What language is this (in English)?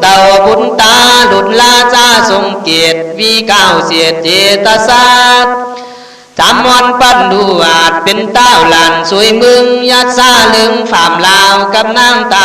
Khün